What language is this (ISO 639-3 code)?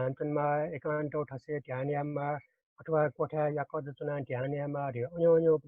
new